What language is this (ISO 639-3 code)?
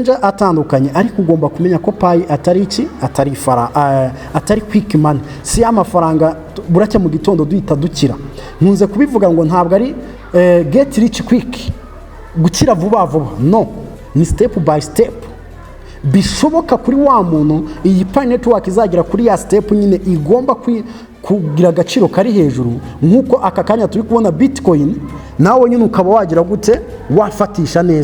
kin